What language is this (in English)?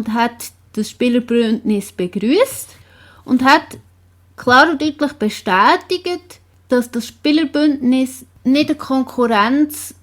Swiss German